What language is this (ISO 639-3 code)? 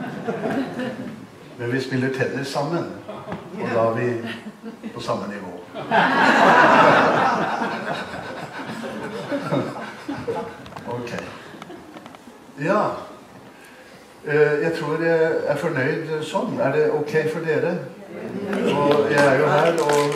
nor